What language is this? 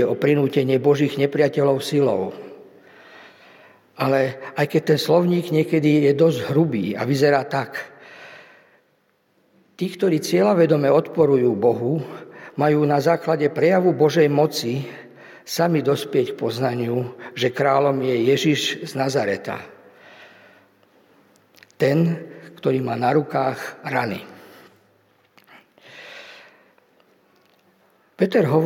Slovak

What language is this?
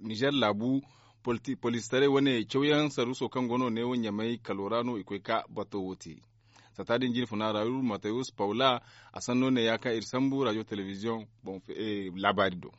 Zarma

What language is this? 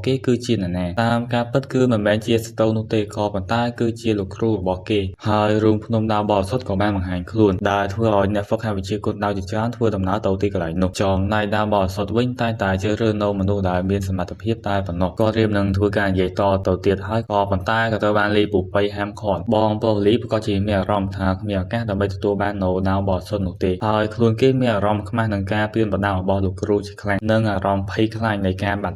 Khmer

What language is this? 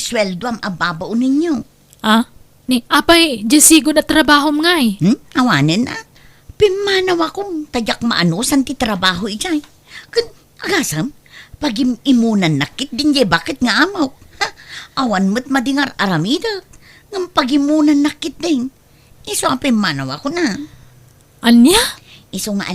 Iloko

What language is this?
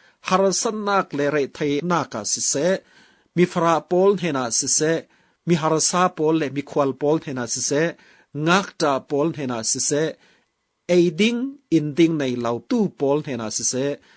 Falam Chin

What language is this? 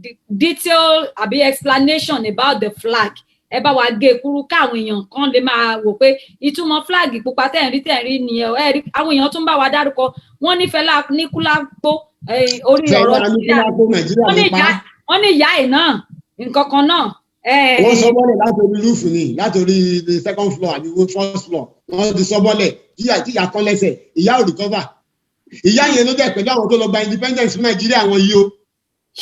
Yoruba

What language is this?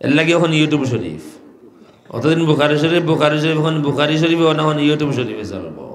Sylheti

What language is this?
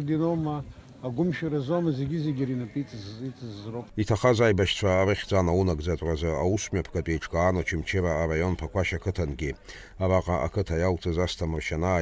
Abkhazian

